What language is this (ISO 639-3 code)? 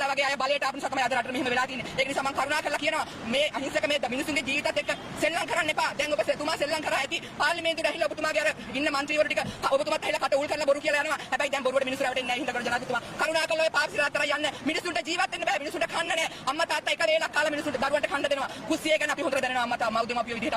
sin